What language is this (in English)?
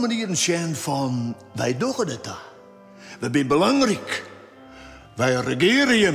Western Frisian